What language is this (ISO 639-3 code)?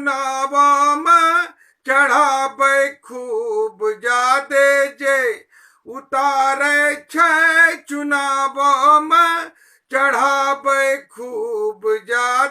anp